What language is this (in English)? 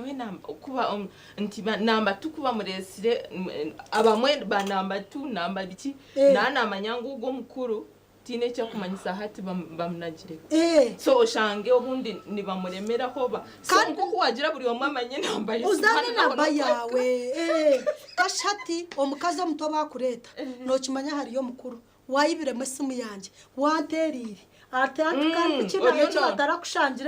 Nyankole